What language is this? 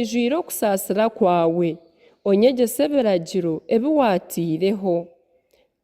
Nyankole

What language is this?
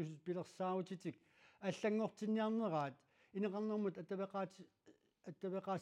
Kalaallisut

